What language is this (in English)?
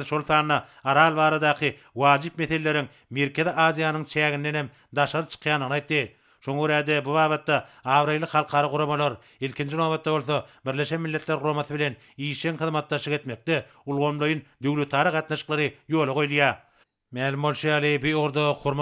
Turkmen